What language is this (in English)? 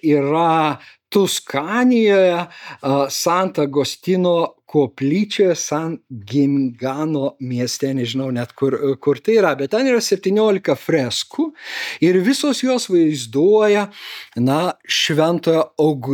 Lithuanian